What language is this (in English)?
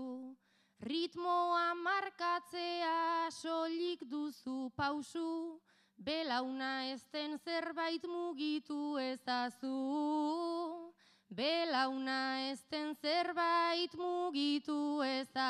Basque